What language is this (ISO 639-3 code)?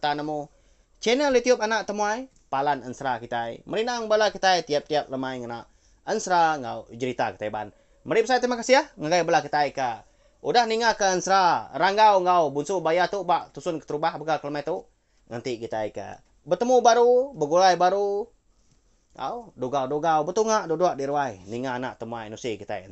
iba